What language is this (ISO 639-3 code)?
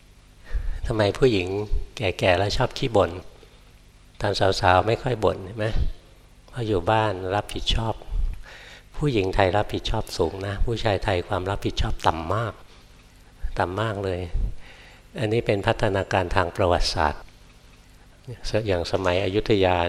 tha